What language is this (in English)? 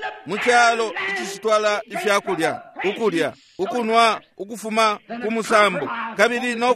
Bemba